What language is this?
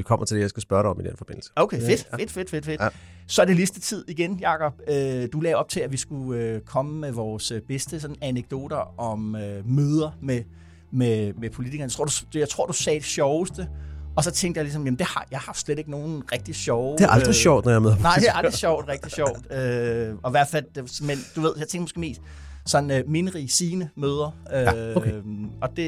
Danish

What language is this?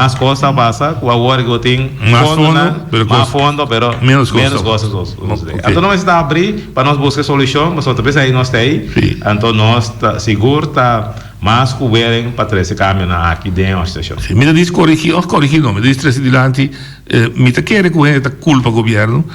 Papiamento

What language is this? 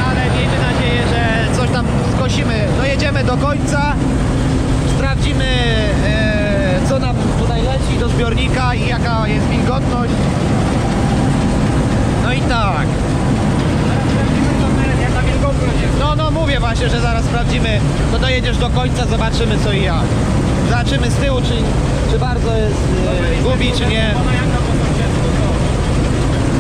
Polish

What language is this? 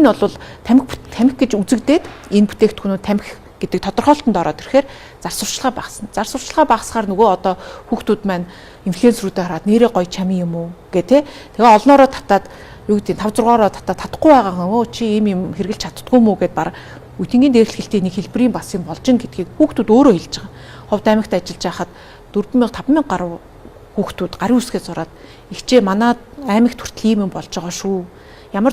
Mongolian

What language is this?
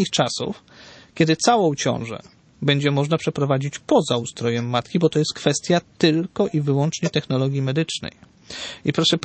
Polish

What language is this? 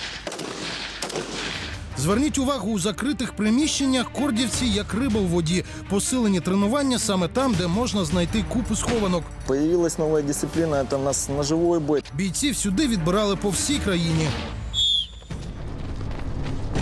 Ukrainian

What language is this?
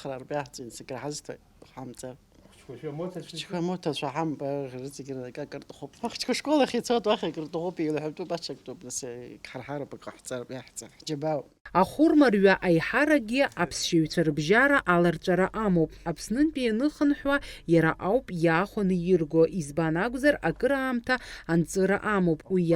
Abkhazian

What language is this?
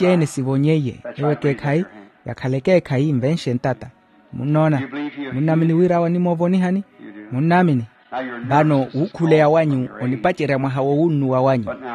Makhuwa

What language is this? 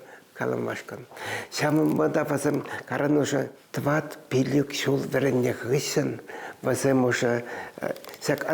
Chuvash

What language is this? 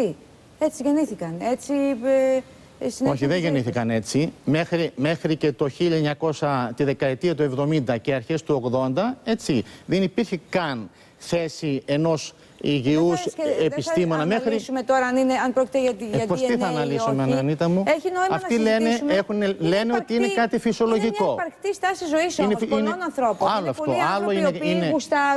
Greek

